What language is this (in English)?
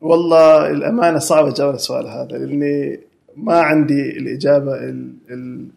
Gulf Arabic